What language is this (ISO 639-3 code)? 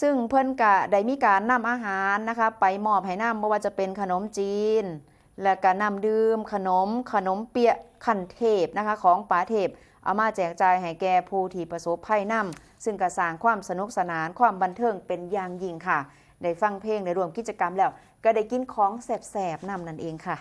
tts